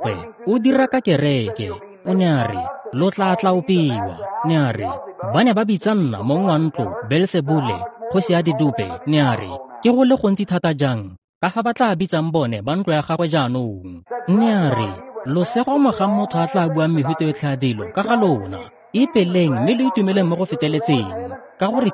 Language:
Tswana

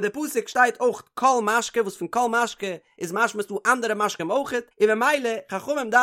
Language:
Yiddish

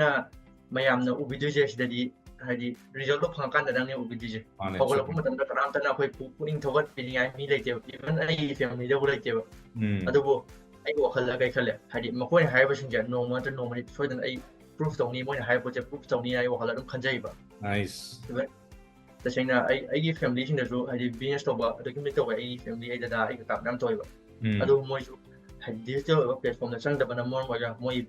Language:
Manipuri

